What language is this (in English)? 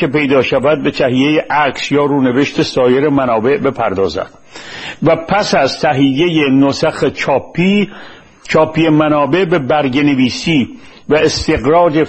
Persian